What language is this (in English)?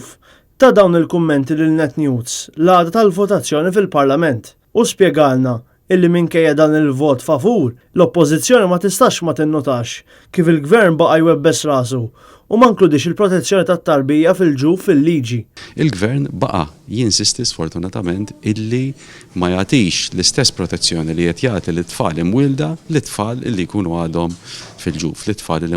Maltese